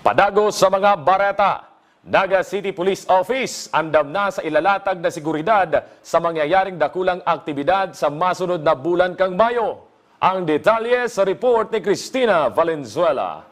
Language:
Bikol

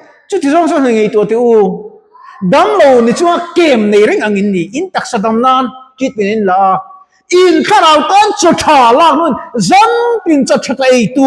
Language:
Mizo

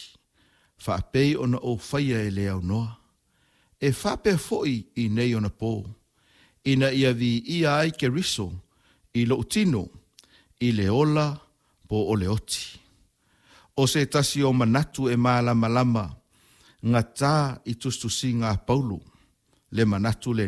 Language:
Samoan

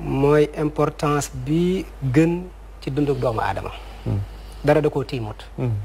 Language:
Wolof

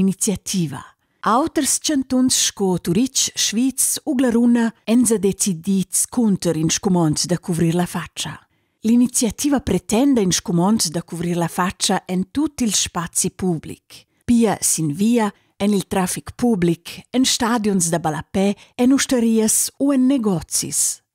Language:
Romansh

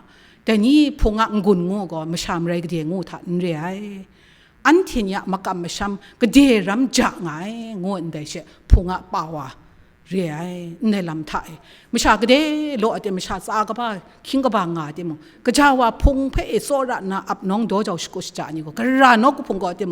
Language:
Kachin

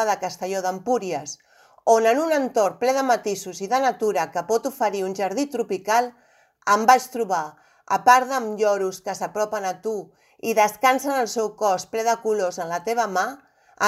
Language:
Catalan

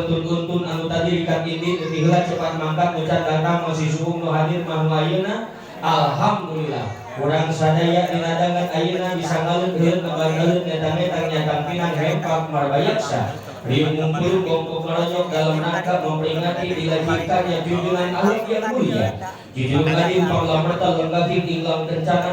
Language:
Sundanese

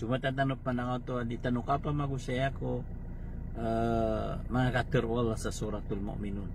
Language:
Maranao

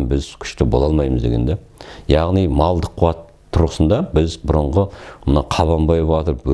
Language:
Kazakh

